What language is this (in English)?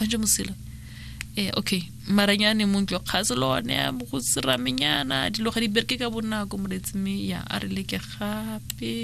Tswana